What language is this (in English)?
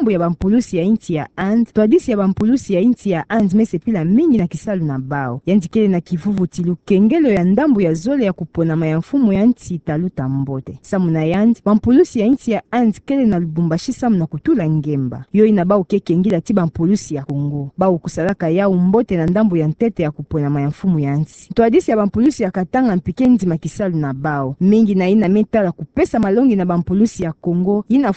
Kituba (Democratic Republic of Congo)